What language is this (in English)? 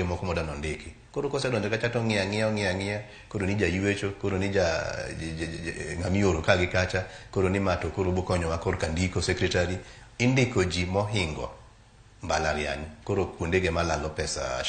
Luo (Kenya and Tanzania)